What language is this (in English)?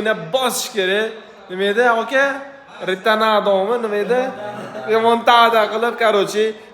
Uzbek